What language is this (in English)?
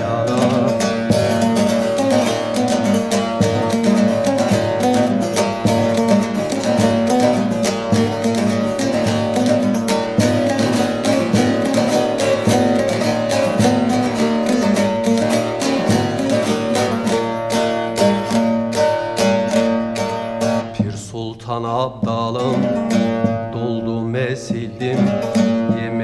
Turkish